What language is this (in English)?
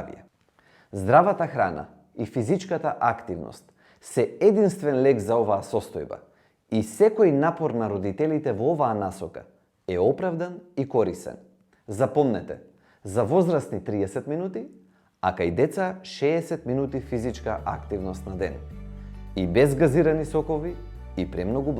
Macedonian